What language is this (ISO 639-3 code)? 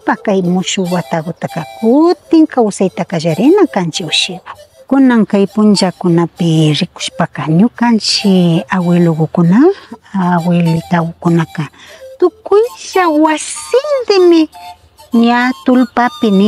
qvi